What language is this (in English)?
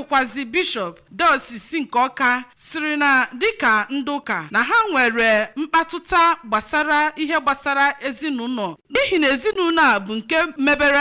Igbo